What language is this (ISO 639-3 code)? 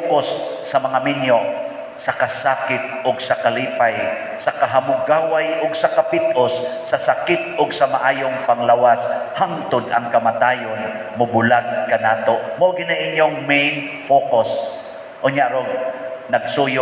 ceb